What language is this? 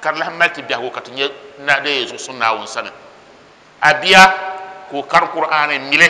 Dagbani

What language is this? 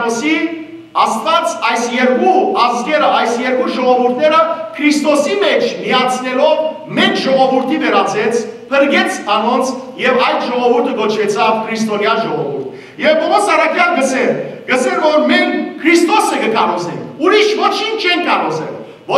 Western Armenian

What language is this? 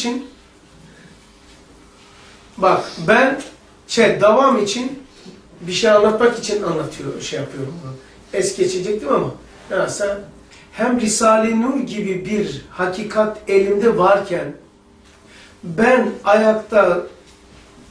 Turkish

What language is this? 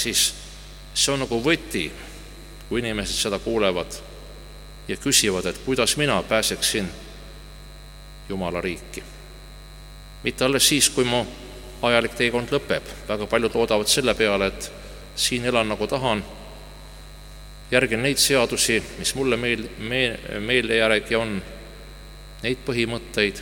Estonian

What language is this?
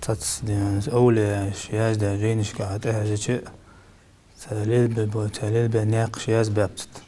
Ingush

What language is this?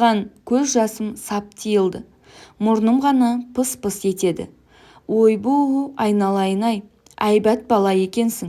Kazakh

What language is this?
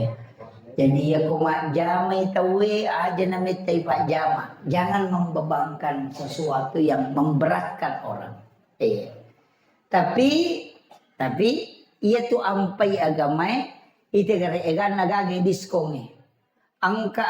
Buginese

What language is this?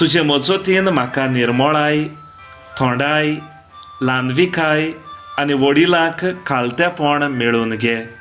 Konkani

